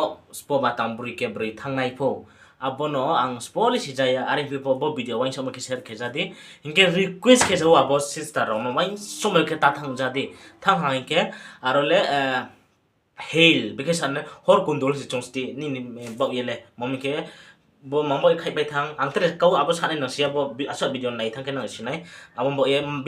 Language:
Riang (India)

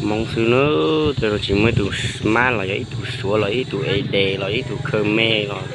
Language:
Hmong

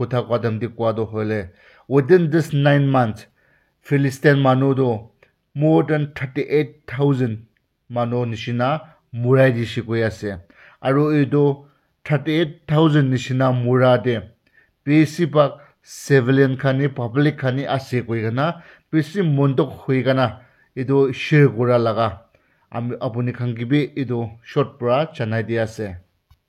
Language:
Naga Pidgin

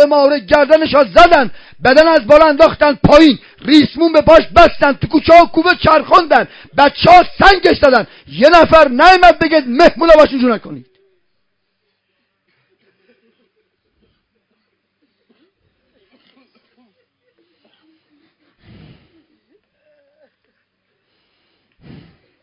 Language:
Persian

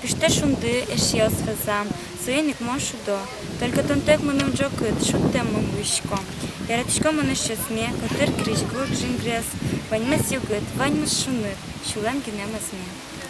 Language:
Udmurt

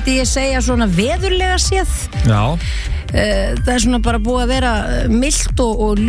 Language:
Icelandic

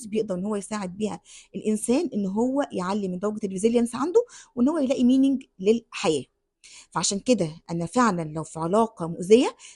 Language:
Egyptian Arabic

